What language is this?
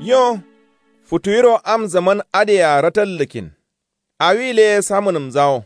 Kanuri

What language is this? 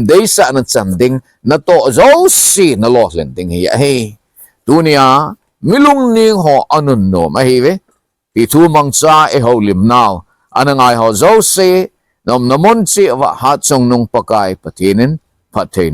Thado Chin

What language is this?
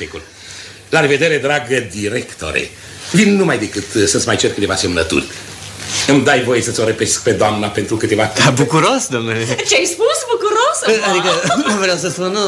Romanian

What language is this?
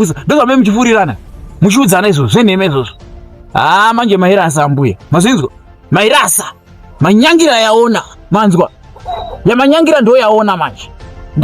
Shona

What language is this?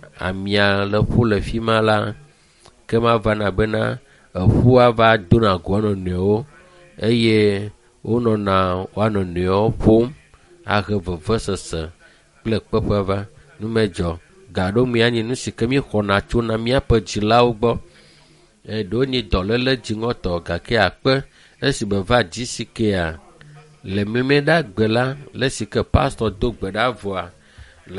Ewe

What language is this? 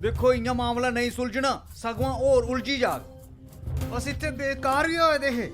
Dogri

